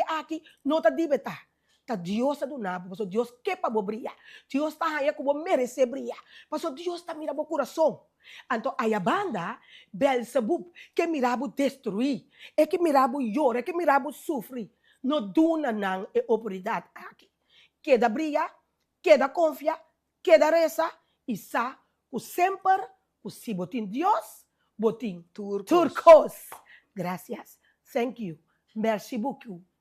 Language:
Papiamento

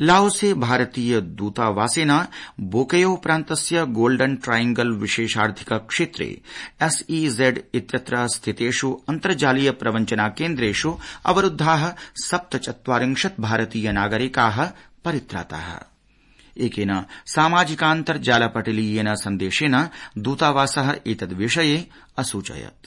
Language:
Sanskrit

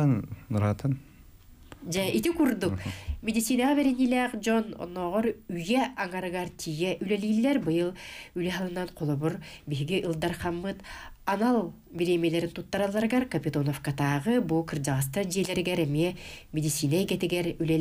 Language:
Yakut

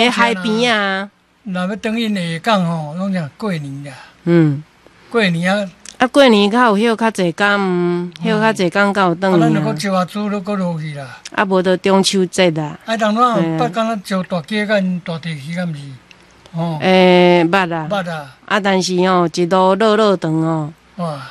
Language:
Min Nan Chinese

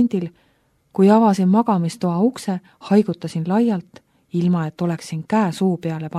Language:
Estonian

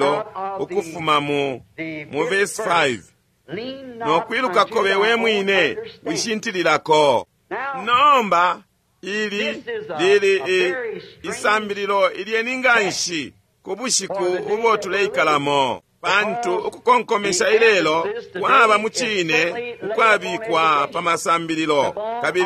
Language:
Bemba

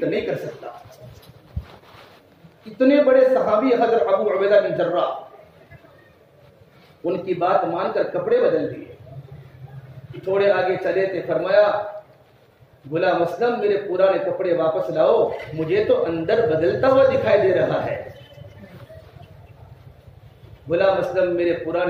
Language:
Urdu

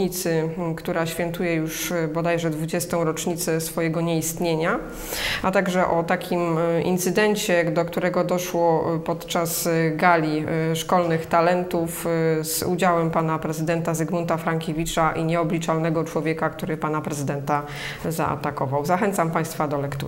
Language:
Polish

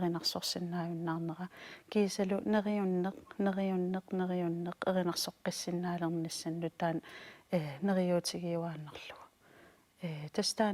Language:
Kalaallisut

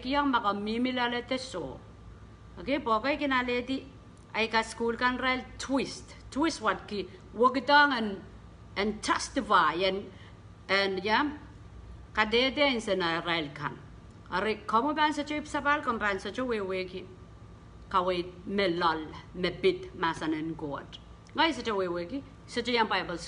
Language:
Pohnpeian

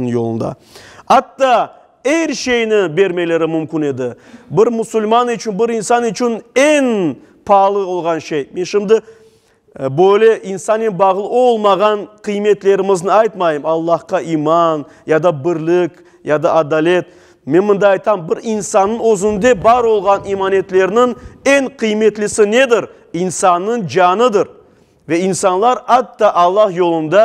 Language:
Crimean Tatar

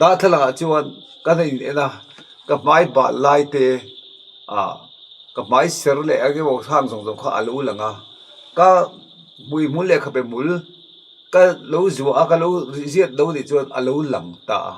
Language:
Mizo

